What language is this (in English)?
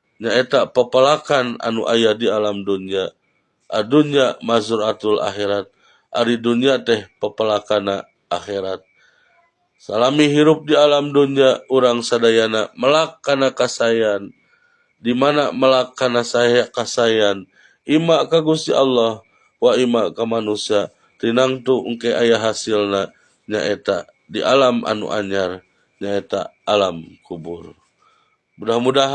Sundanese